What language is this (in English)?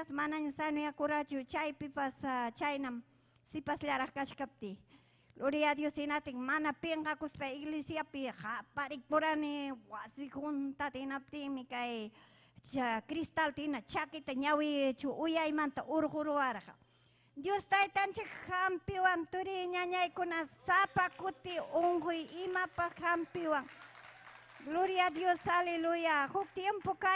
Ayacucho Quechua